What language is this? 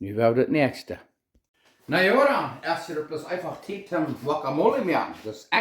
Plautdietsch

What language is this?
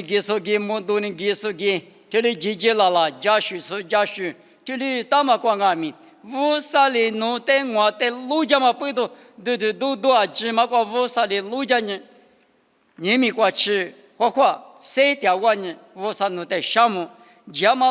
Lisu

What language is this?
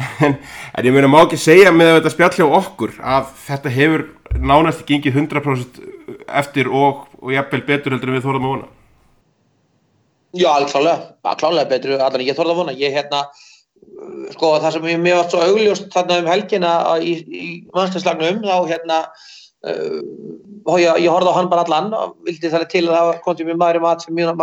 Icelandic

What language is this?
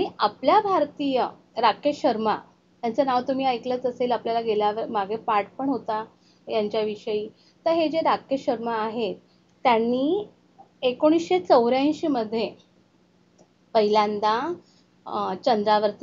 Marathi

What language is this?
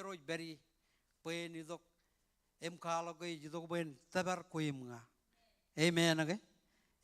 Marshallese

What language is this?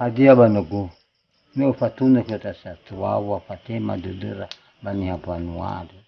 Nias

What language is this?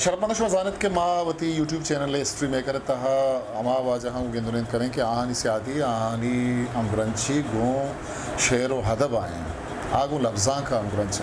Eastern Balochi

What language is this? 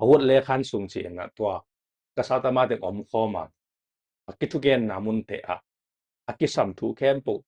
Tedim Chin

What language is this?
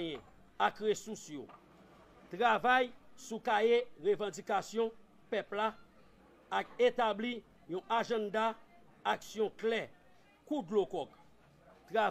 Haitian Creole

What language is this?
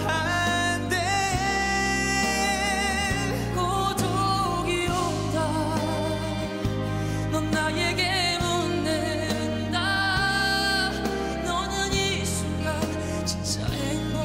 Korean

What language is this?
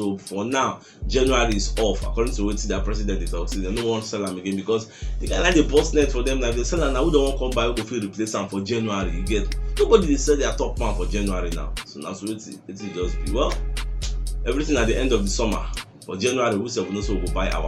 Nigerian Pidgin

